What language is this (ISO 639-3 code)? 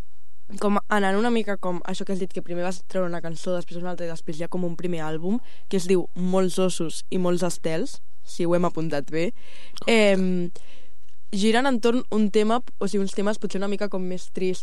cat